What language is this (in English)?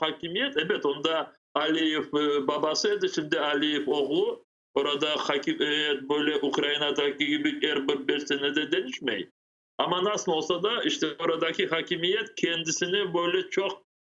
Crimean Tatar